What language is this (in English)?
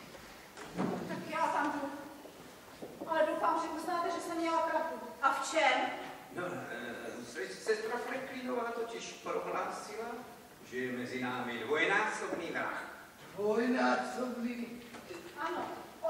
Czech